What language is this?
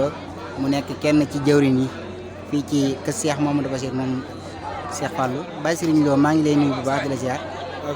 Wolof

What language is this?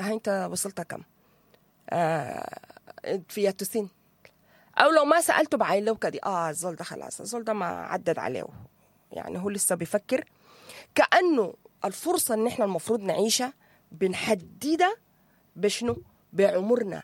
Sudanese Arabic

